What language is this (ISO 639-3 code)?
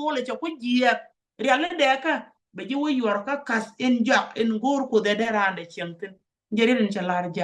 nus